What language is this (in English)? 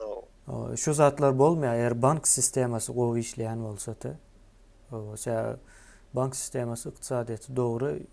Turkmen